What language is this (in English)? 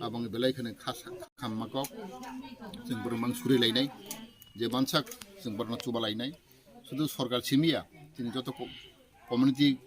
Kok Borok